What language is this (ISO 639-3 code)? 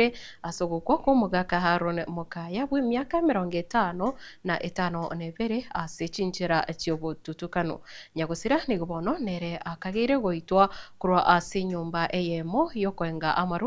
guz